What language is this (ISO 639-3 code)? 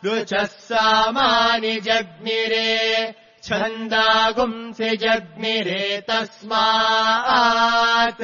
san